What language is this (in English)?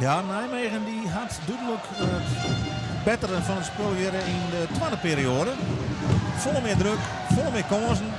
Western Frisian